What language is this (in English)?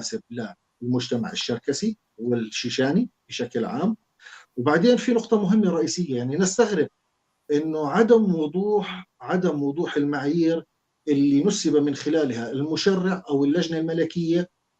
North Levantine Arabic